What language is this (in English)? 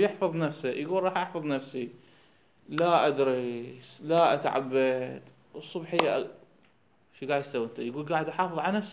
Mesopotamian Arabic